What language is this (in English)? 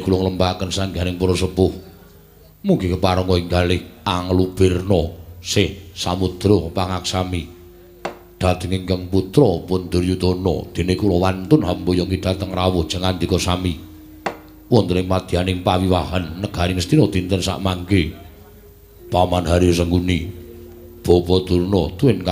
Javanese